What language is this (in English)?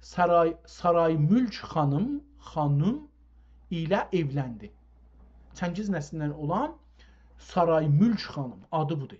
South Azerbaijani